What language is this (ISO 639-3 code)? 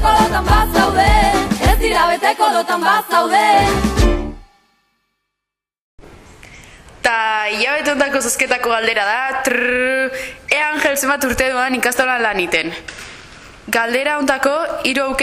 eus